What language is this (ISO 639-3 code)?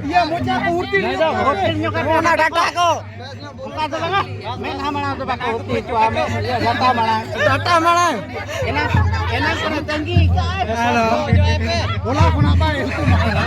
sat